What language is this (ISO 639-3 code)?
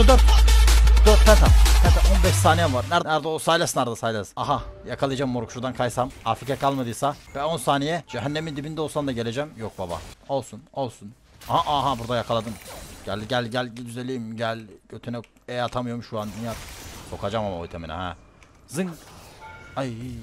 tur